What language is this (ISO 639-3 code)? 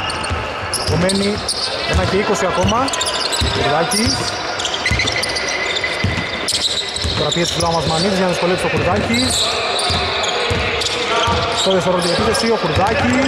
ell